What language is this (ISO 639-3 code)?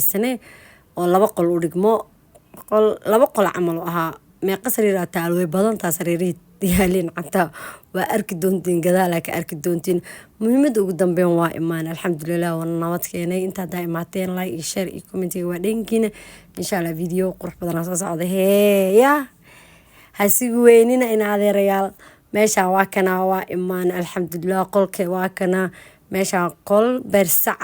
som